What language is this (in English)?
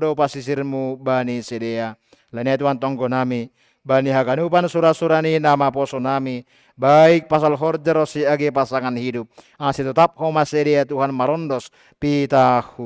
Batak Simalungun